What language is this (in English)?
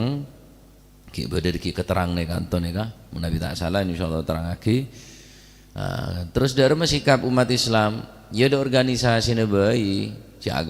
Madurese